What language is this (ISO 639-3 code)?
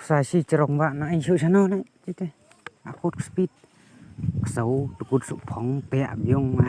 kha